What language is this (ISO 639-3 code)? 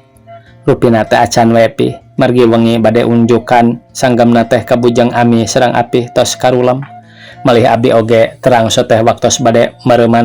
sun